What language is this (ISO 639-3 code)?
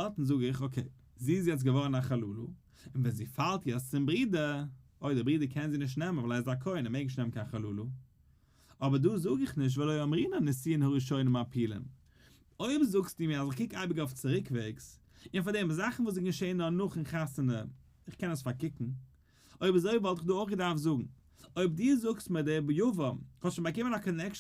yid